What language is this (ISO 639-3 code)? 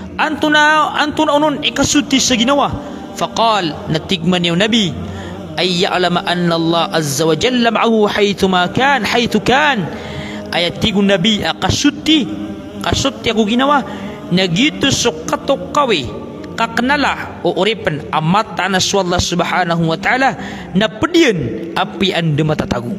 mrw